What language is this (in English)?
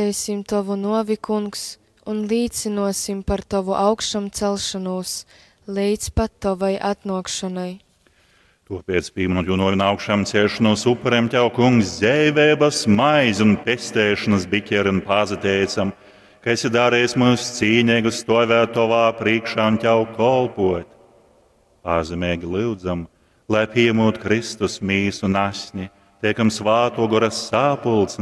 Latgalian